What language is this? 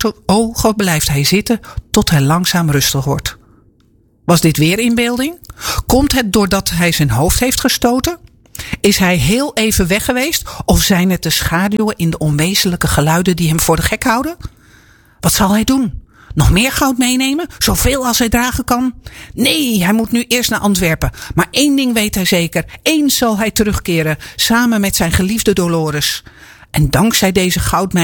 Dutch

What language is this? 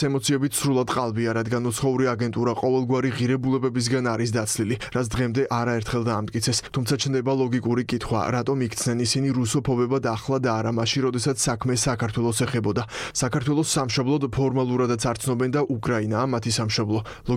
Georgian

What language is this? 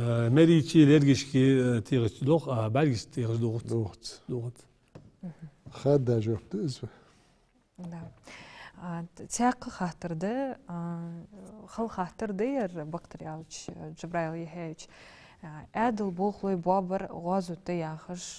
Ingush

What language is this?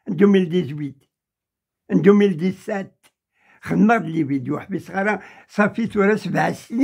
Kabyle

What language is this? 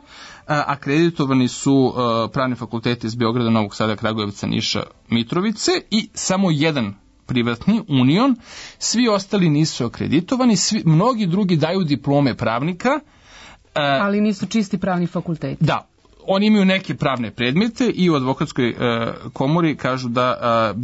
Serbian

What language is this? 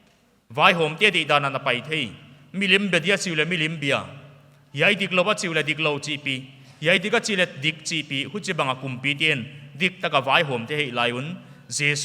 Paite Chin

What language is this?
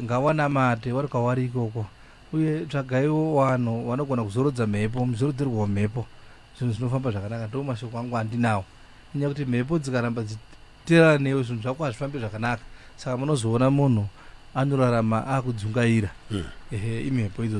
Shona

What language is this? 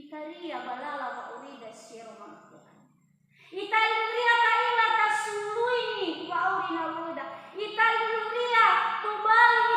Nias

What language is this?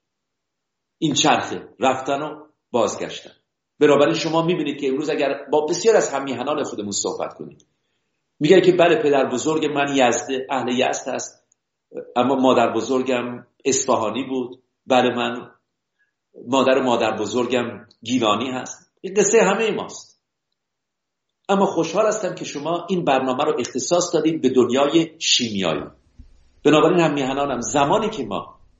Persian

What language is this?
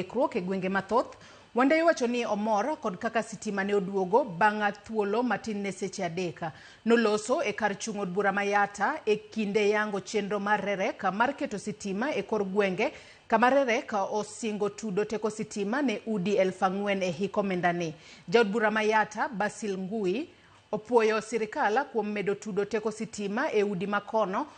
Luo (Kenya and Tanzania)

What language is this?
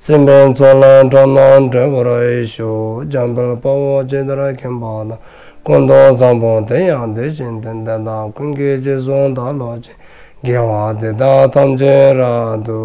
Dzongkha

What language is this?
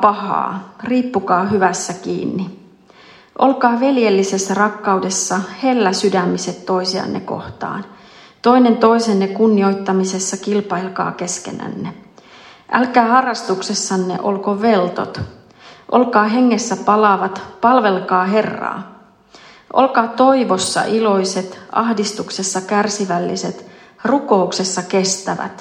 Finnish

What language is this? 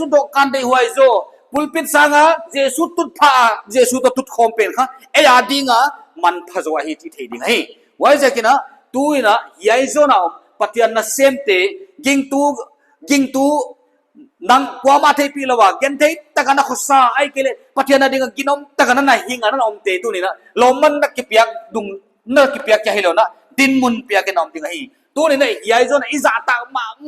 Paite Chin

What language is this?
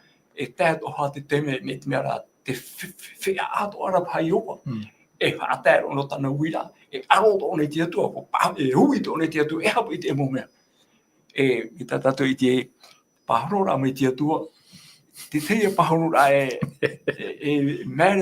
Tahitian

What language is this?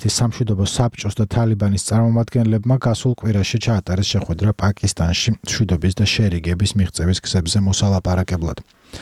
Georgian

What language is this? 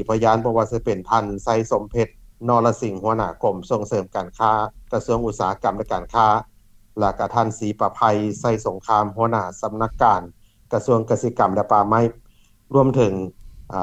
Lao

